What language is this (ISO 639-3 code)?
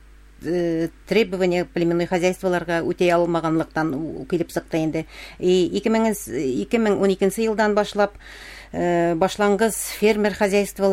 bak